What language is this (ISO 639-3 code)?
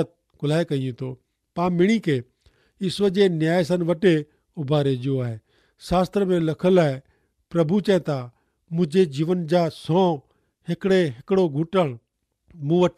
kfr